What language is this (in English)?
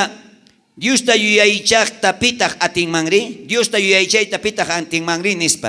South Bolivian Quechua